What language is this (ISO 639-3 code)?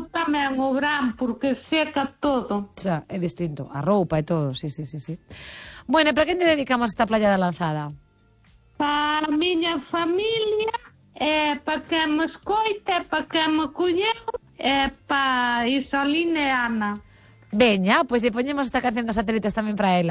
glg